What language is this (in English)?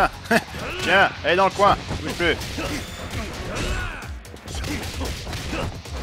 French